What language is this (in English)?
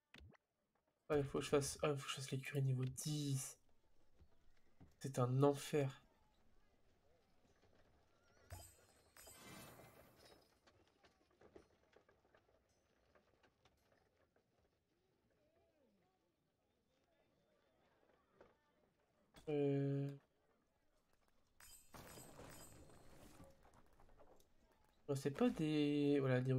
French